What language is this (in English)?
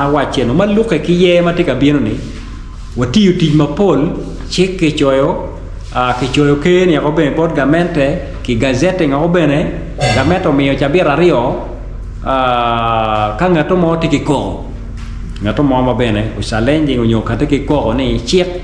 Acoli